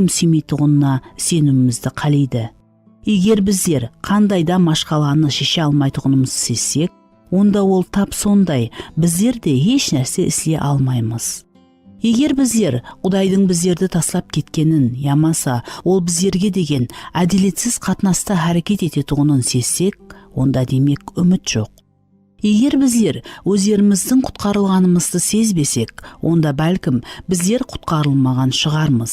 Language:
Kara-Kalpak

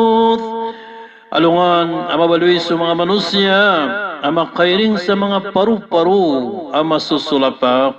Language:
Maranao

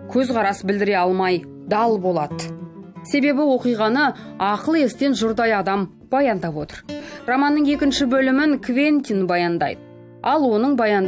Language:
Kazakh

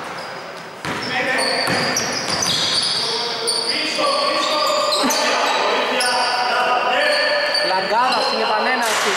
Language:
Greek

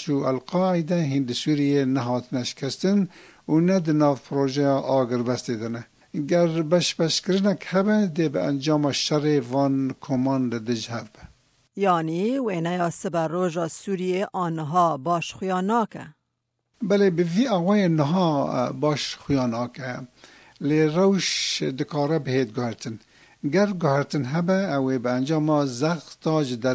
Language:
Kurdish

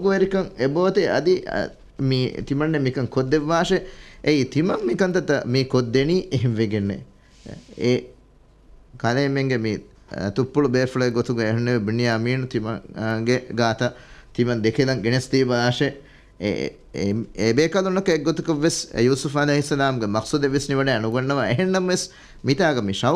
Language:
Divehi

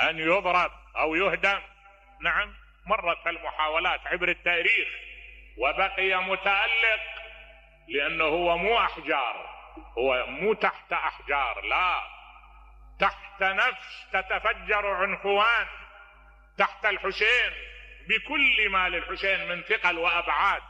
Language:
Mesopotamian Arabic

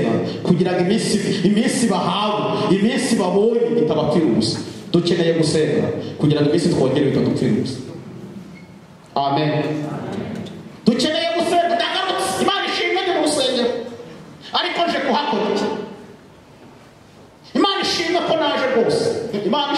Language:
Kinyarwanda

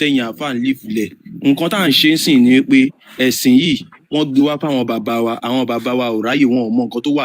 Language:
Yoruba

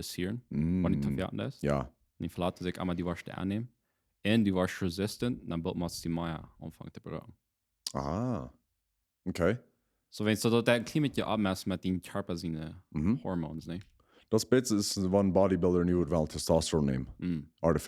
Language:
Plautdietsch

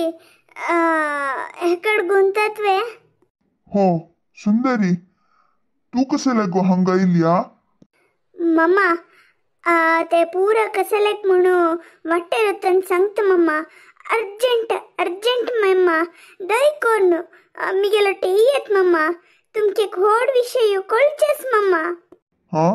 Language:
Konkani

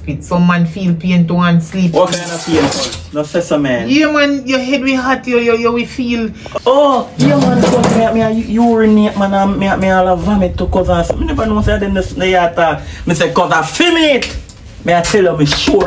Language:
Jamaican Creole English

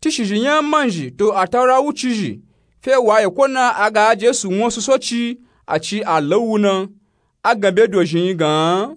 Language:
Nupe-Nupe-Tako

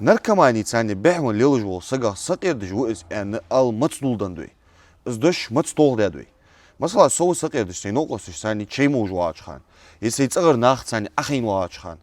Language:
Ingush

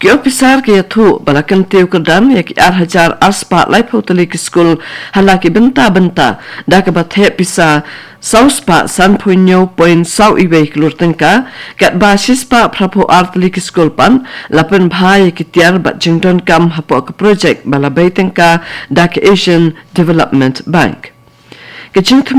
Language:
Khasi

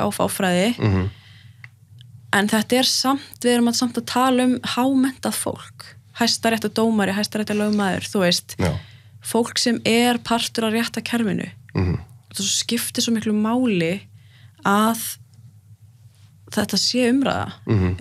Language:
Icelandic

